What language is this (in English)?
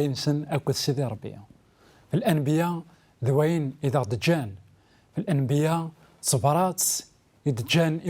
Kabyle